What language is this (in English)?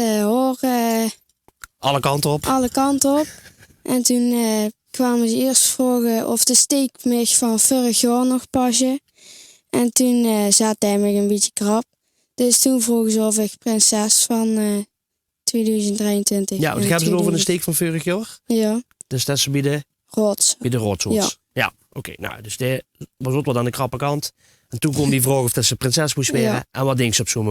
Limburgish